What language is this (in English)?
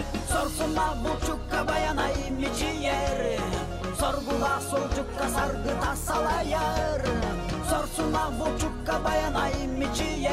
Yakut